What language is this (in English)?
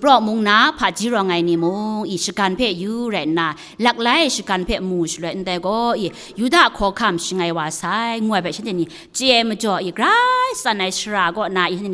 Kachin